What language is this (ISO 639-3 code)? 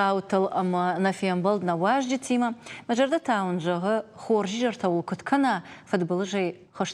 oss